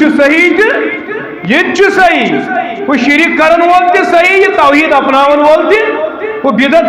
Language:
Kashmiri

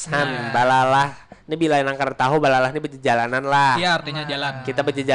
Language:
Banjar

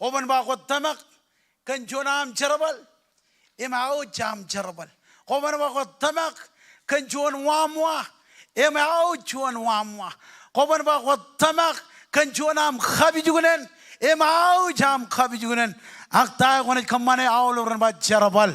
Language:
Marshallese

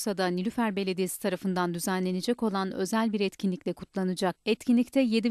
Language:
Turkish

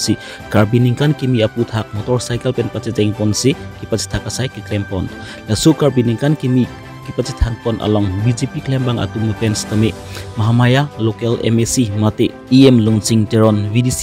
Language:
Karbi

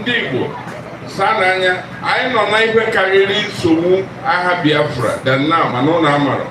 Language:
Igbo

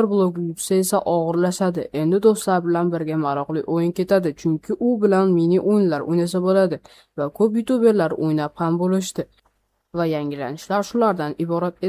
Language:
Uzbek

